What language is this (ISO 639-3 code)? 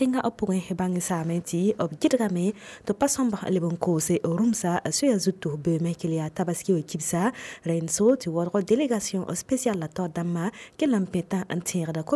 mos